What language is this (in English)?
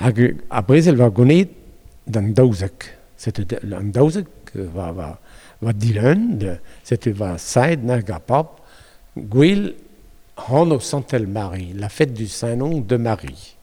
Breton